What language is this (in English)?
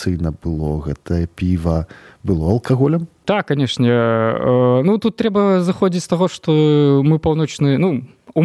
Belarusian